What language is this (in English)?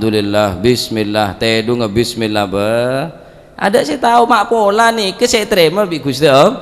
Madurese